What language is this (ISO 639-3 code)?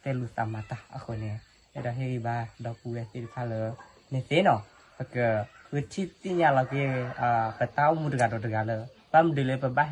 ksw